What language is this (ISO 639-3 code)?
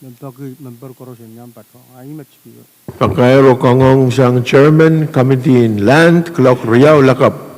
pon